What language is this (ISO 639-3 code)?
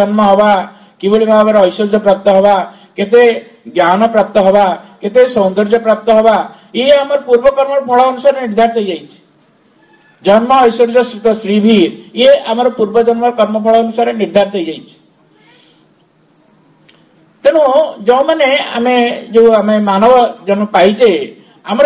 ori